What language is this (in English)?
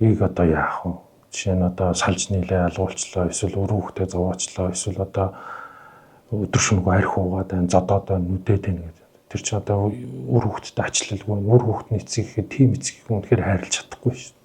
Mongolian